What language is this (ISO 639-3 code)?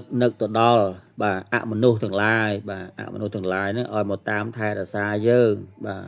khm